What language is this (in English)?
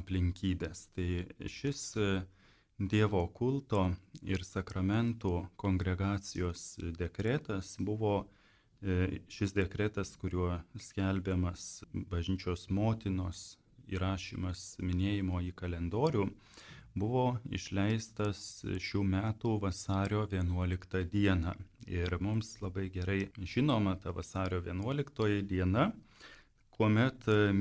Lithuanian